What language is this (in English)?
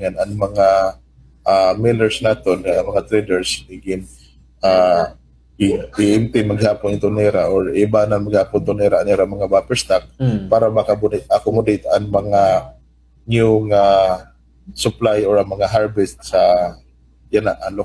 Waray